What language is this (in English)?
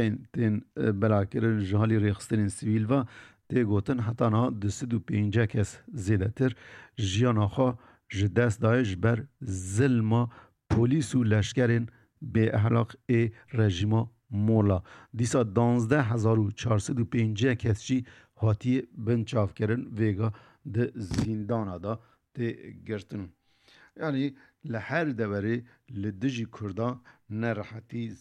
Kurdish